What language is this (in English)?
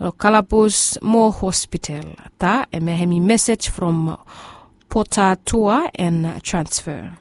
Bislama